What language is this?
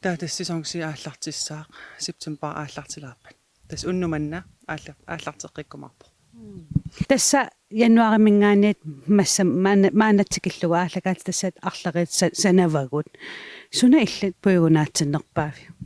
Kalaallisut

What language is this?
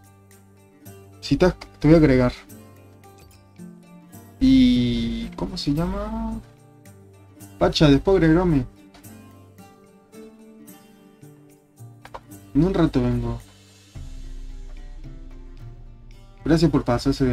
Spanish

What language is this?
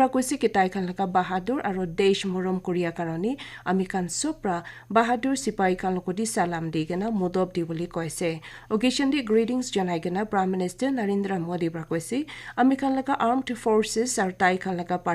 Naga Pidgin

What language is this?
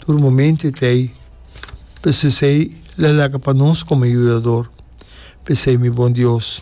Papiamento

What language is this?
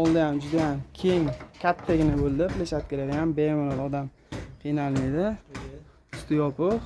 Uzbek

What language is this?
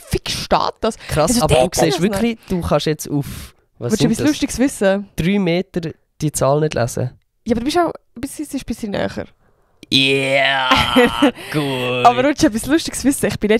Swiss German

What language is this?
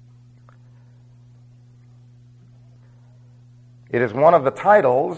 English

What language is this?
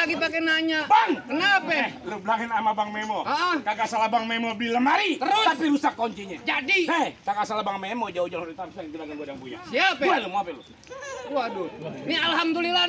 Betawi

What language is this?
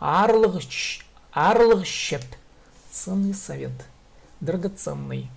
Khakas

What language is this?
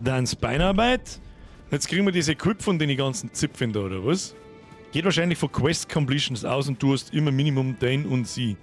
Bavarian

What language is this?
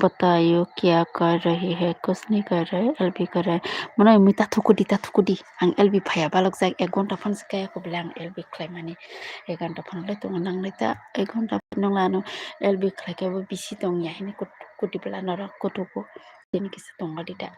Kok Borok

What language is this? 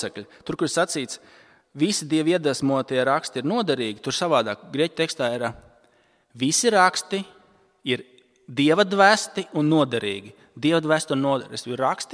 Latvian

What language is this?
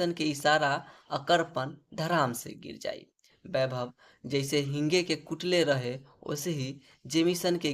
Bhojpuri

